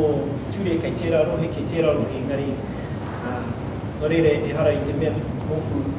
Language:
Māori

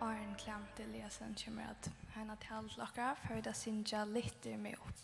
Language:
Faroese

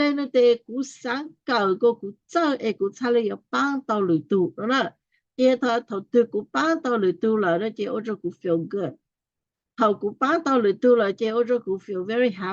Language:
Hmong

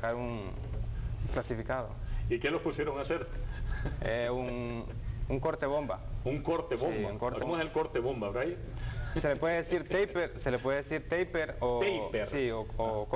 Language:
Spanish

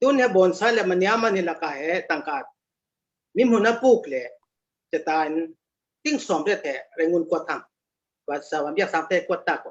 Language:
Falam Chin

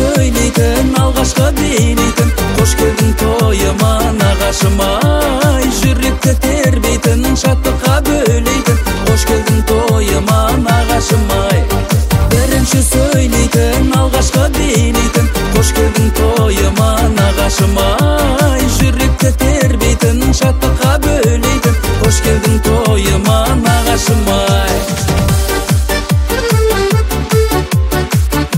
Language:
Kazakh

